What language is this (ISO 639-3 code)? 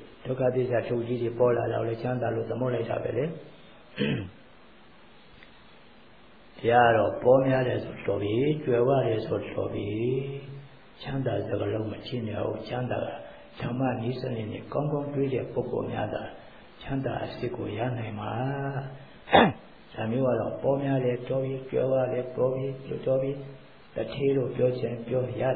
mya